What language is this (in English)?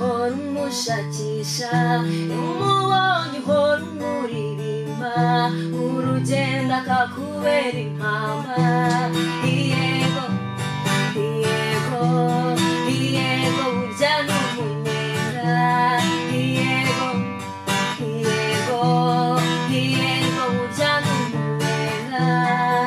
Kinyarwanda